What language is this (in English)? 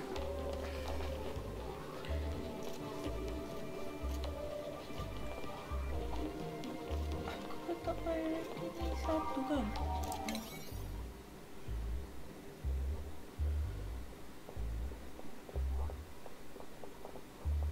Malay